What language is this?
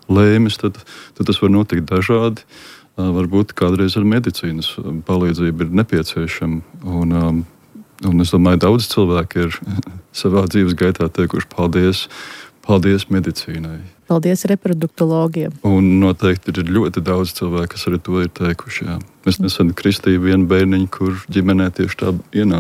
Latvian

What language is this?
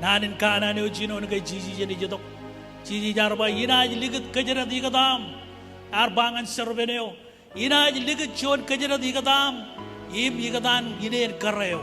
Marshallese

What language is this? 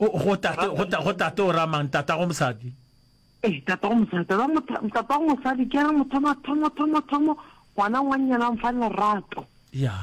Northern Sotho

